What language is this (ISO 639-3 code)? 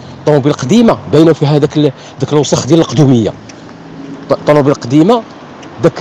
ary